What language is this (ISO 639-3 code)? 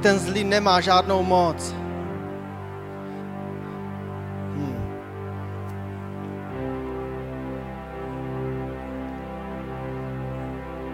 ces